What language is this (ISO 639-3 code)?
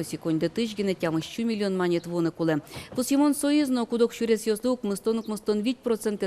udm